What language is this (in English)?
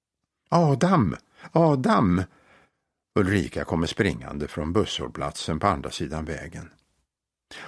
Swedish